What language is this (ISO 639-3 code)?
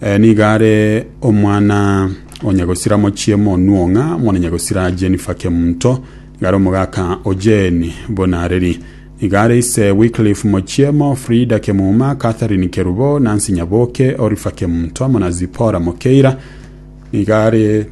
guz